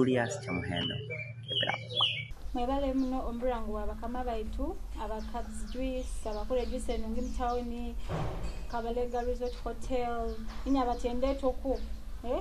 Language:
Nyoro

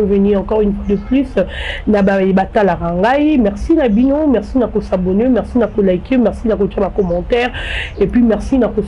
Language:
Lingala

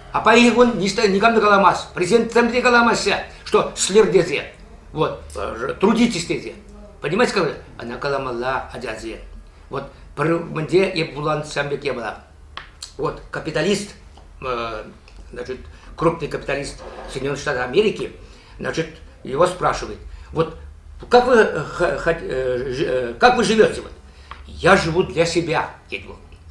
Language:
Chuvash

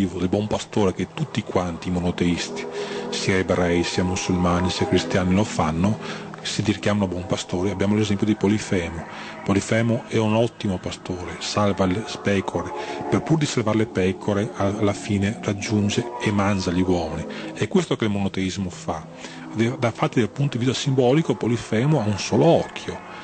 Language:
Italian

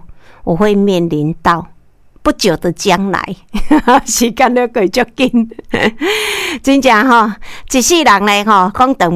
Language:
Min Nan Chinese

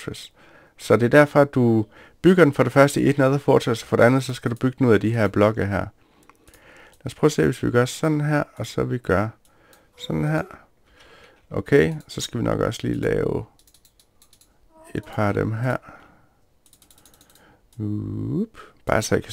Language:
Danish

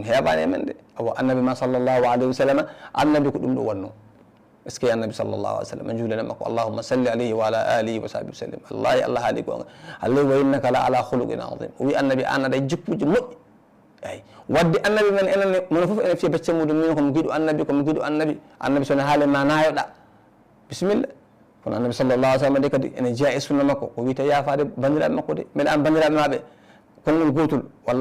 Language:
Fula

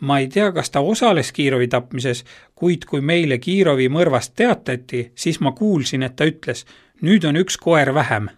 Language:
Estonian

